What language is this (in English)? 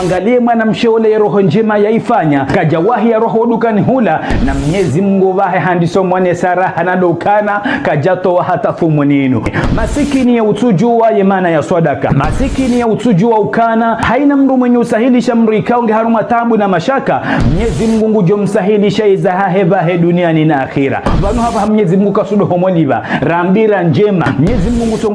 Ngazidja Comorian